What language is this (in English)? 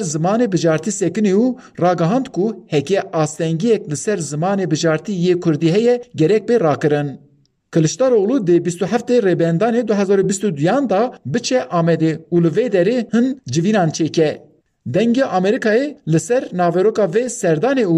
Kurdish